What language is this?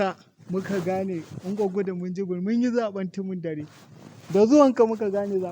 Hausa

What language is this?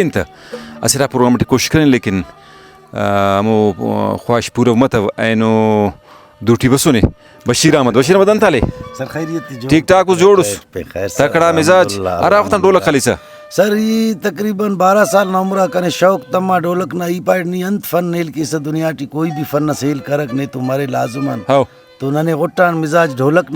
Brahui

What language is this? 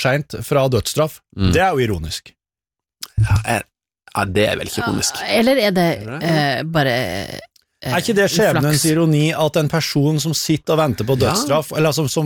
Norwegian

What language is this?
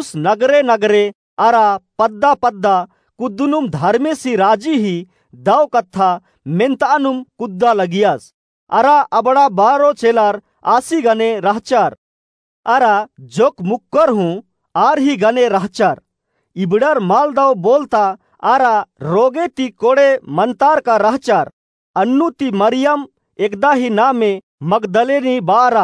Kurukh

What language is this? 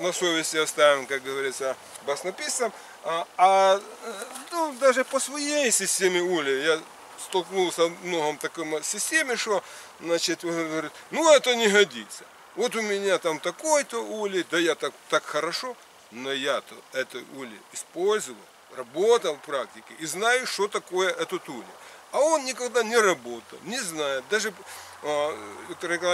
Russian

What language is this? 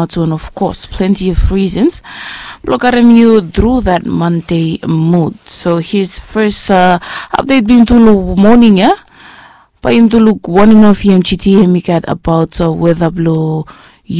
Bislama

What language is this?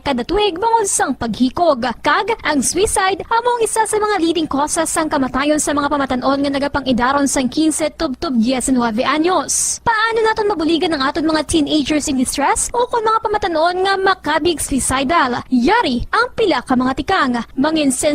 Hiligaynon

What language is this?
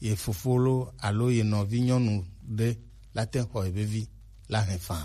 Gen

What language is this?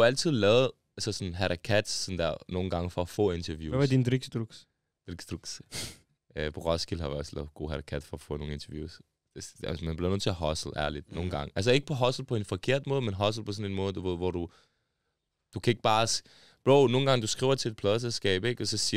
Danish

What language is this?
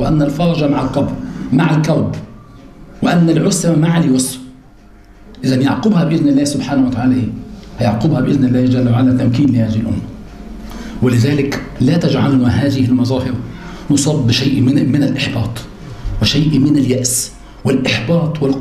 Arabic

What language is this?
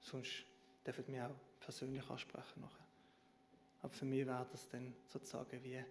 Swiss German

